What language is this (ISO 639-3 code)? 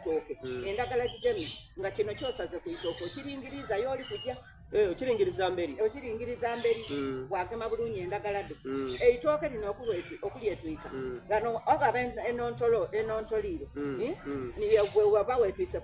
xog